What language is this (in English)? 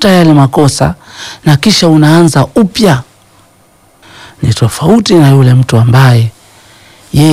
Swahili